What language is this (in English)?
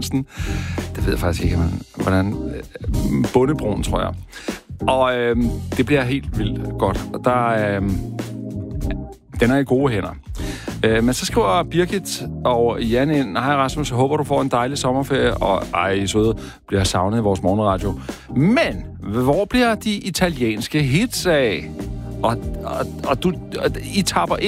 Danish